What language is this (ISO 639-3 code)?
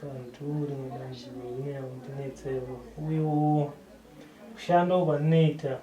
sna